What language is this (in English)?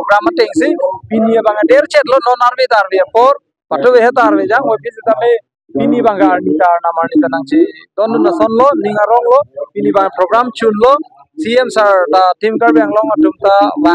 Karbi